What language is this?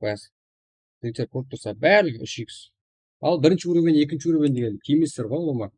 Kara-Kalpak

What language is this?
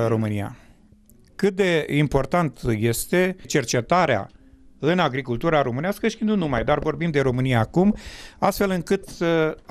Romanian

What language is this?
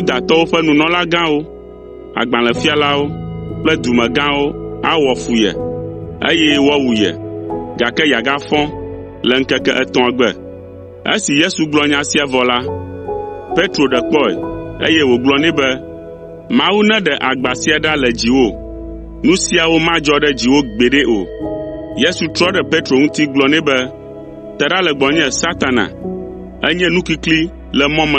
Ewe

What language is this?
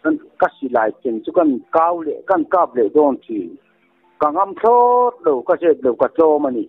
Mizo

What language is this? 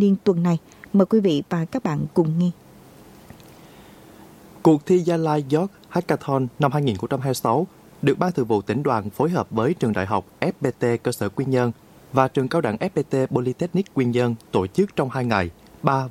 Vietnamese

